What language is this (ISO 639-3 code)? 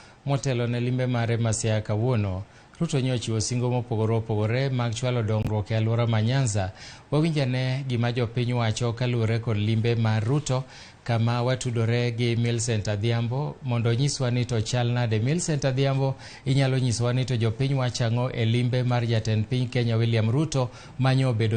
luo